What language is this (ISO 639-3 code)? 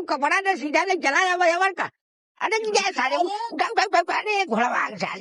bho